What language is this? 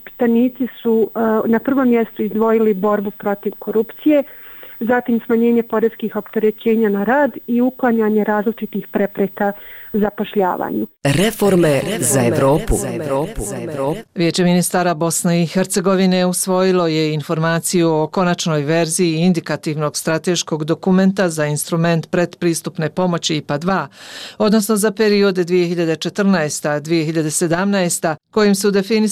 Bosnian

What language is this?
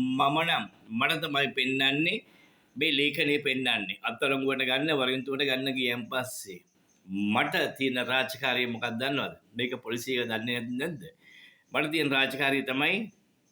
Sinhala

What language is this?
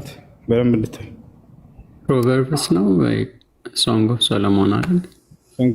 Amharic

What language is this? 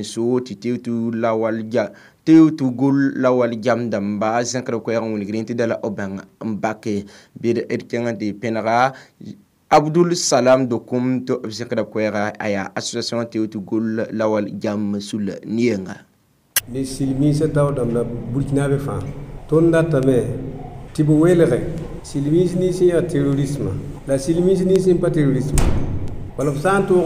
Mossi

